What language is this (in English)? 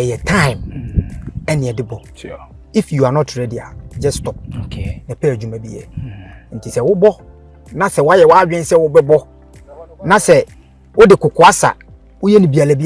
Akan